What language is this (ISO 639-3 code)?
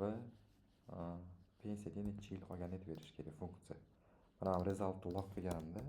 uzb